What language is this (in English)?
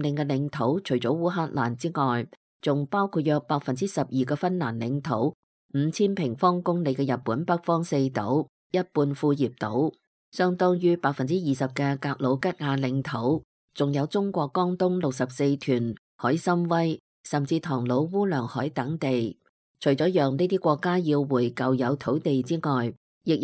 Cantonese